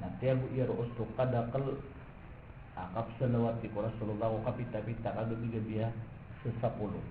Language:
Maranao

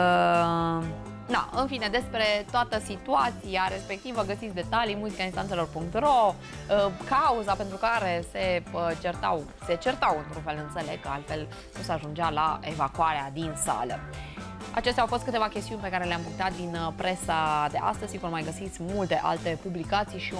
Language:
Romanian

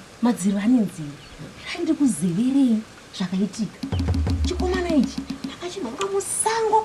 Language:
Shona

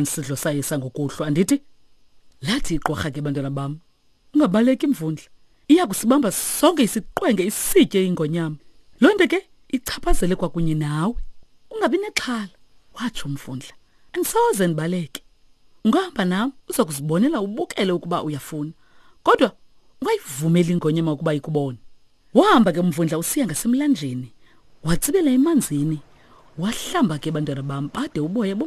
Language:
Xhosa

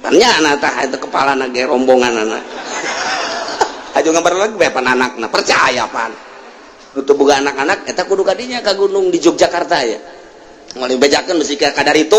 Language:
Sundanese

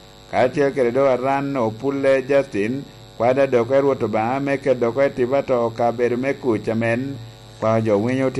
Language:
Lango (Uganda)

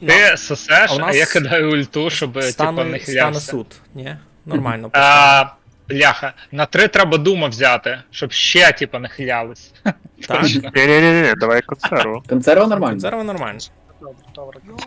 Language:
Rusyn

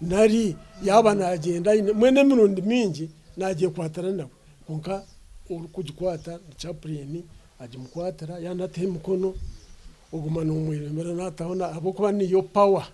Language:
Nyankole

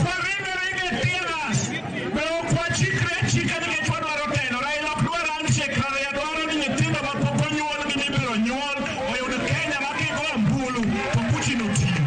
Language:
Luo (Kenya and Tanzania)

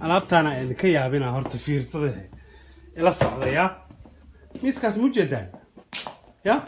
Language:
Somali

